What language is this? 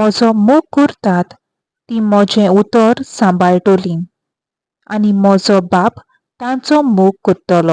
Konkani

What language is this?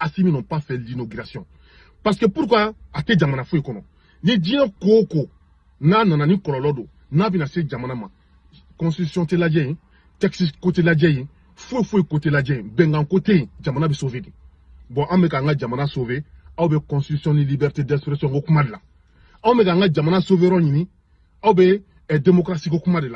Bambara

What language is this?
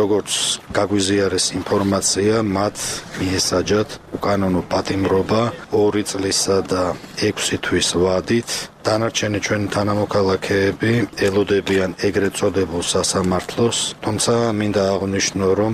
Georgian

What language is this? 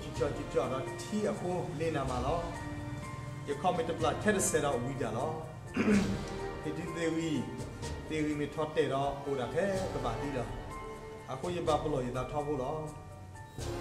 S'gaw Karen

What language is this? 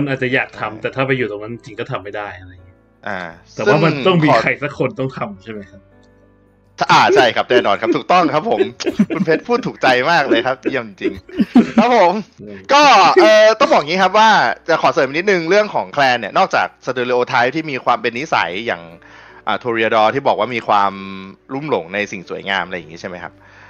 Thai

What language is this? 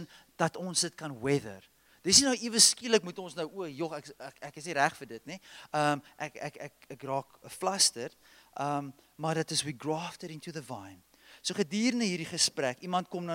Afrikaans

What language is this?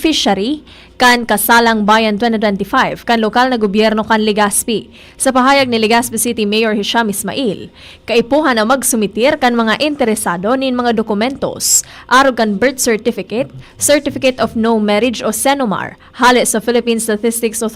Bikol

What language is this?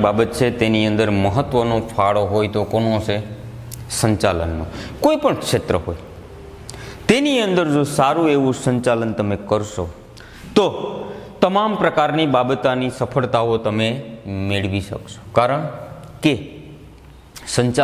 Gujarati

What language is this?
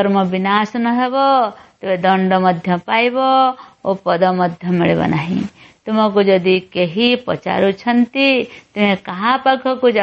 Odia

